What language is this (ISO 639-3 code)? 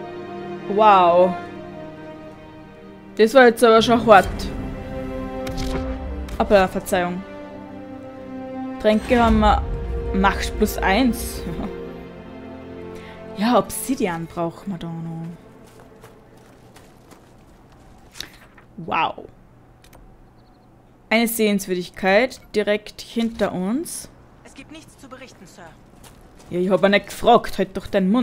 deu